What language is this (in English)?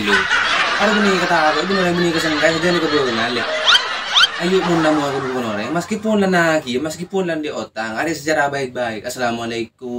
Madurese